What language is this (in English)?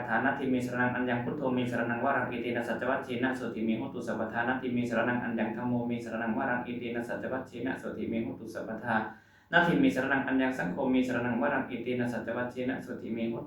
Pali